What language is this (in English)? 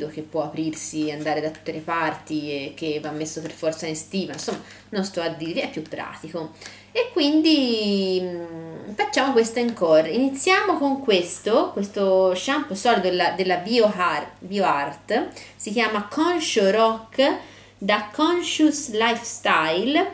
Italian